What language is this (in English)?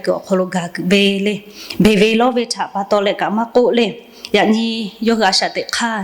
Lahu